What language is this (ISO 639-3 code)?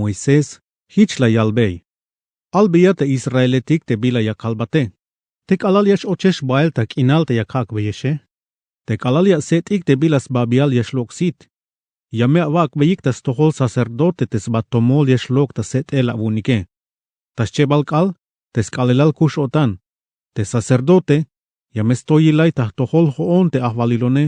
tzh